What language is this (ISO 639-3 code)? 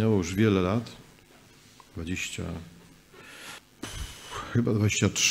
pol